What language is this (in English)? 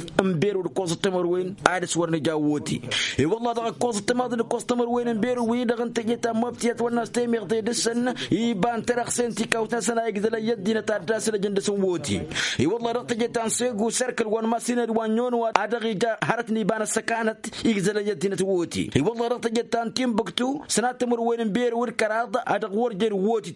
Tamasheq